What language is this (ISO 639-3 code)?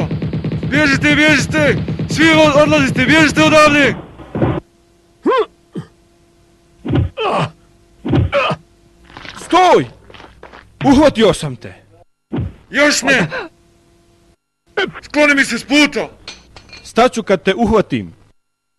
bos